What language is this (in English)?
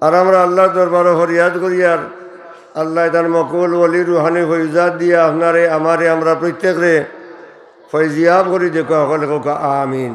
Sylheti